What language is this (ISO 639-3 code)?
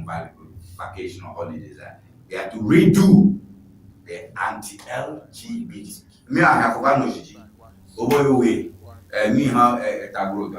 ewe